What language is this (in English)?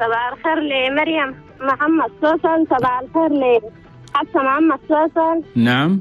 Chadian Arabic